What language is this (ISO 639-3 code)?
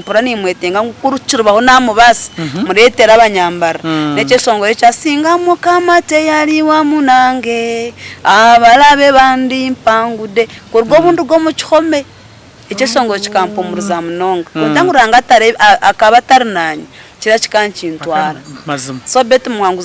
nyn